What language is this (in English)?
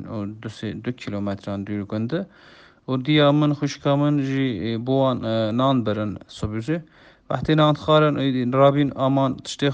Kurdish